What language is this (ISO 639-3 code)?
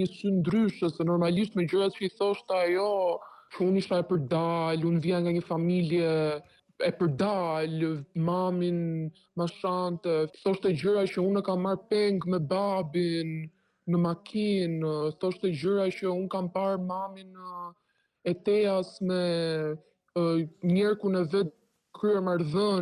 sqi